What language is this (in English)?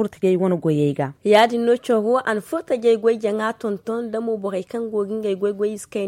Zarma